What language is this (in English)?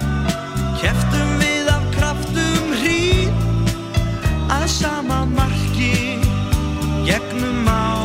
Icelandic